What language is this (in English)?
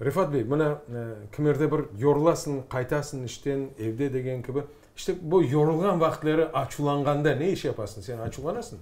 Crimean Tatar